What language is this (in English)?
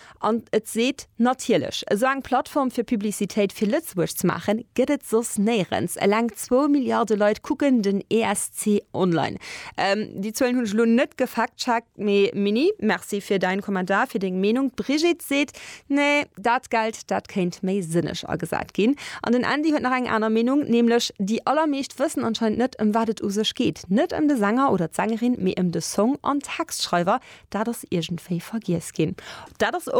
Luxembourgish